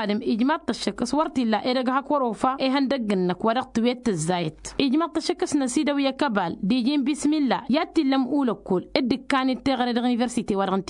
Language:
Tamasheq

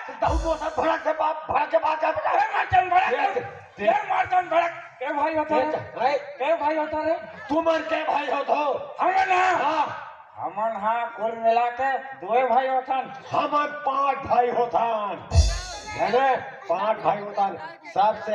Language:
Chhattisgarhi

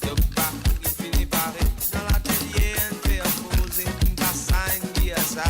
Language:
Morisyen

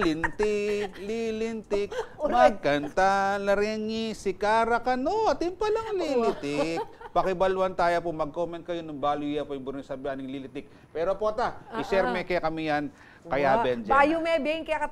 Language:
Pampanga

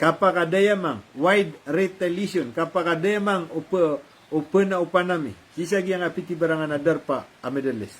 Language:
Maranao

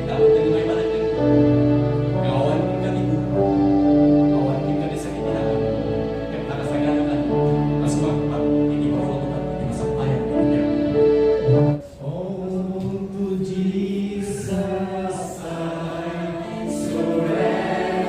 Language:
Iloko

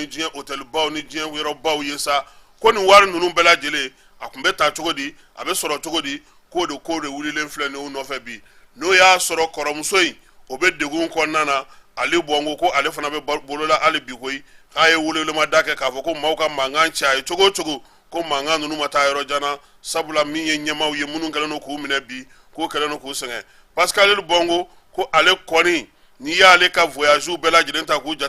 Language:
Bambara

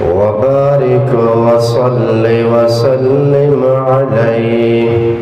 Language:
Eastern Balochi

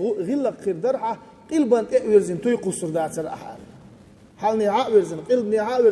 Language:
Chechen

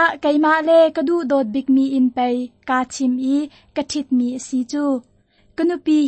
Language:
Hakha Chin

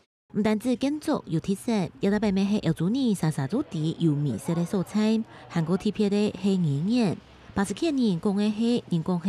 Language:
Hakka Chinese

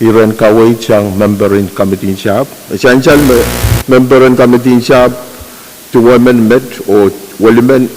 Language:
Pohnpeian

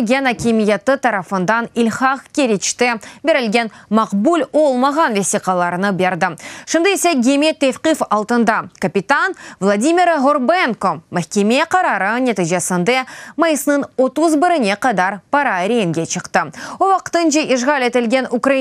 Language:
Crimean Tatar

